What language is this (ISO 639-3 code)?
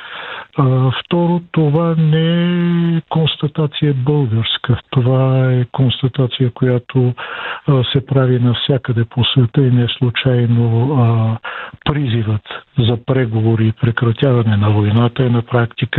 bul